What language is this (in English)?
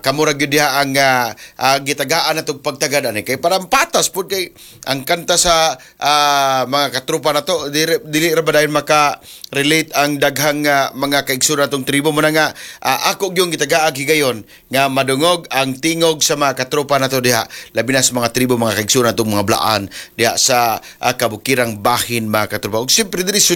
Cebuano